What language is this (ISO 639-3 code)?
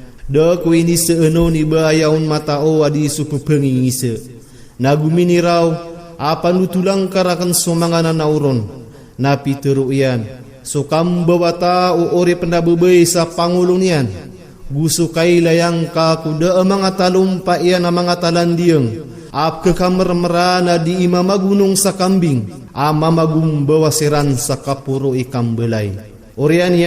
mrw